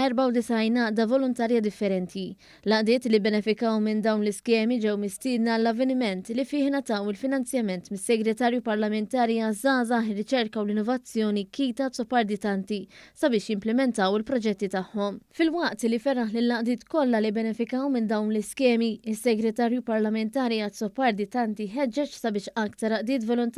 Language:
Maltese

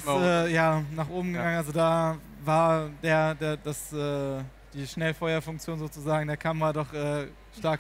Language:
German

